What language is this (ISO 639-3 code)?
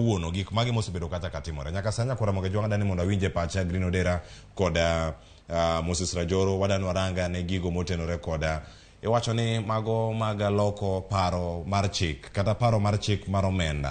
luo